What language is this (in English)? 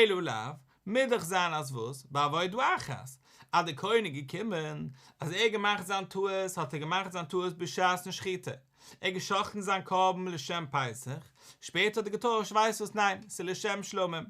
Yiddish